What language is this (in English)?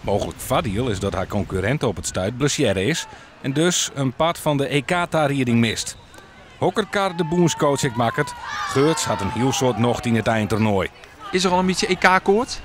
Western Frisian